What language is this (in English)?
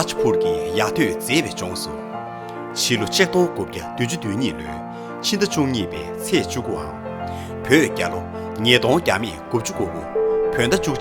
Tibetan